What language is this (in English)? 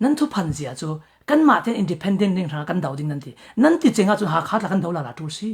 Falam Chin